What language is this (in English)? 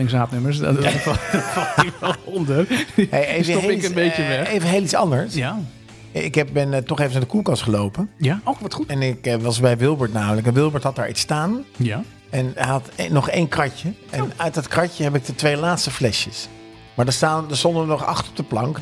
Dutch